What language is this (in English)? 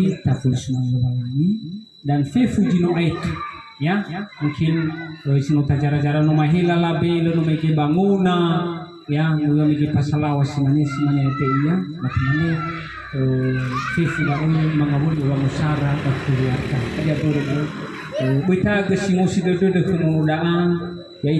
Nias